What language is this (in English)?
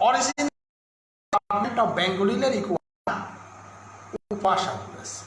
Bishnupriya